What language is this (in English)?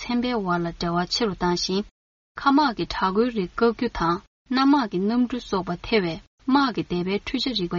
Tibetan